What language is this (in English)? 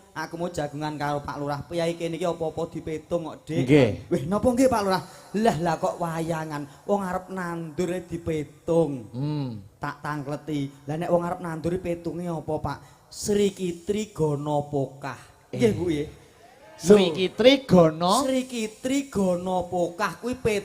Javanese